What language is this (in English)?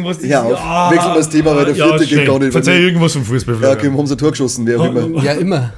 Bavarian